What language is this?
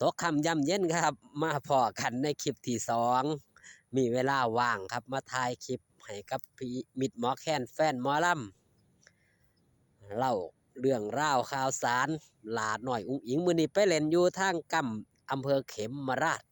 Northeastern Thai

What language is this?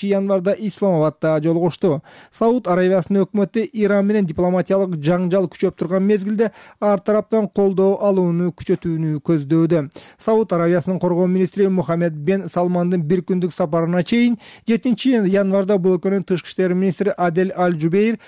Kyrgyz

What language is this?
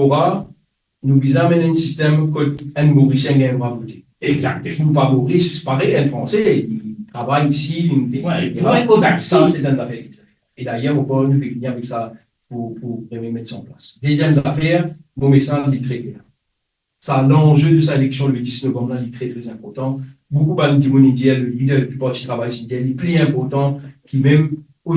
Morisyen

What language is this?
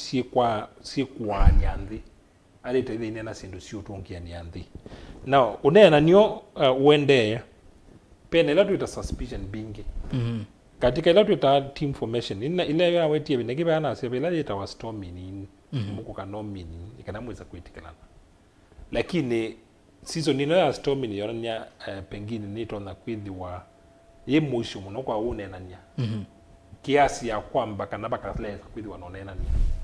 Kamba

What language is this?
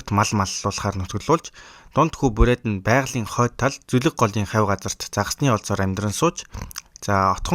Mongolian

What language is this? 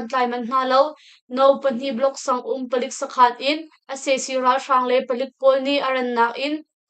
Hakha Chin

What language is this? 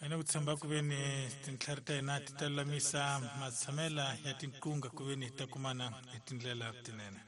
Tsonga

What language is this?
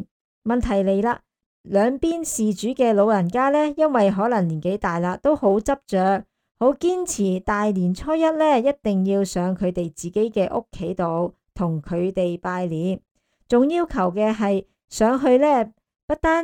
Cantonese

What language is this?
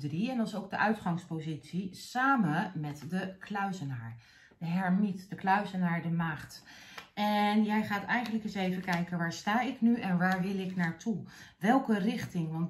Dutch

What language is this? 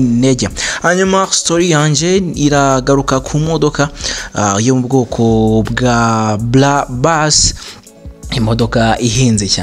Kinyarwanda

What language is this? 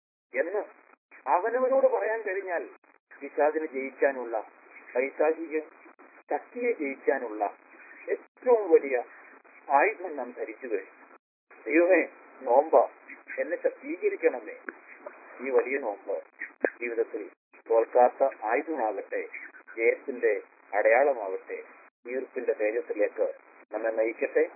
Malayalam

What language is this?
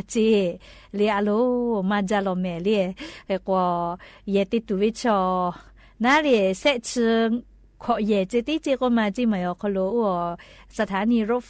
Lahu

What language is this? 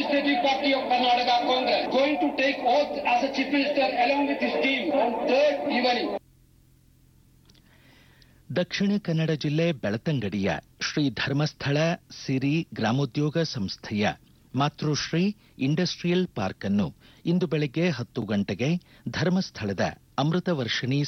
Kannada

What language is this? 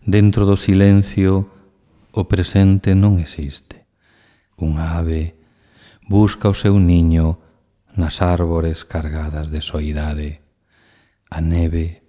Galician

